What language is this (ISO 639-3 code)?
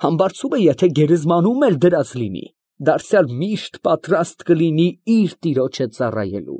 hye